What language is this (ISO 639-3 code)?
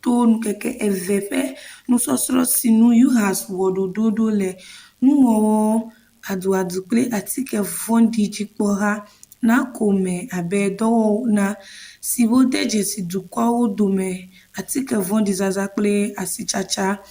ewe